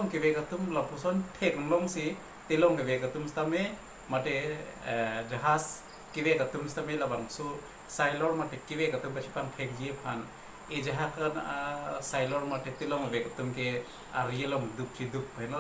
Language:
Karbi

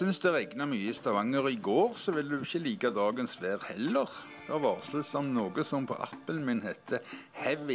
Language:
Norwegian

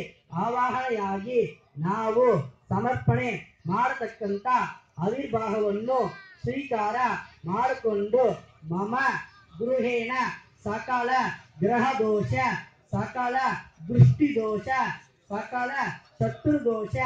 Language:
Kannada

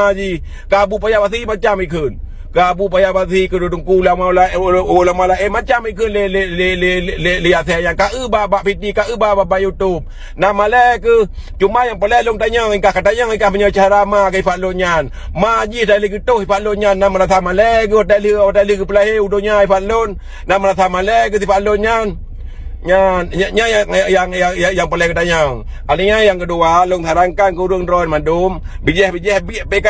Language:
Achinese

